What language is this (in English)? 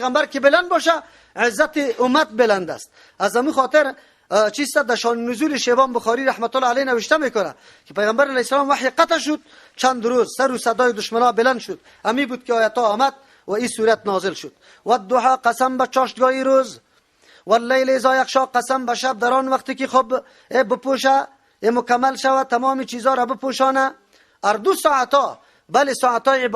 Persian